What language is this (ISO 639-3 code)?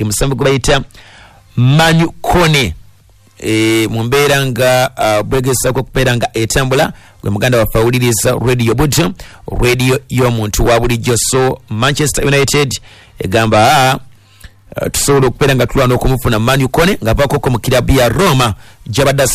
lug